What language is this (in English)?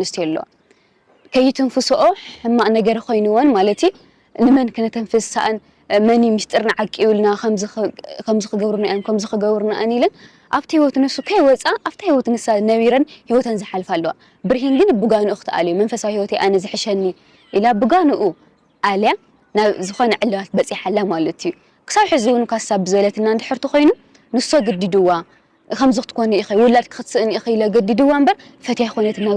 Tigrinya